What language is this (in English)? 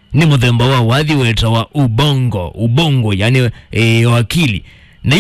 Kamba